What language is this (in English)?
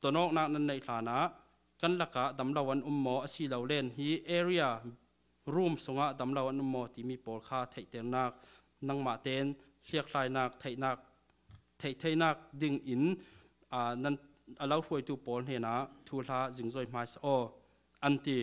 Falam Chin